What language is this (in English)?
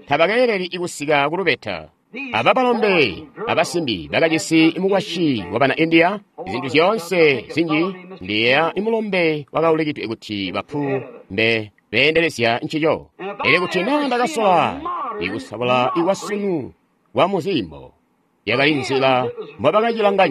Tonga (Zambia)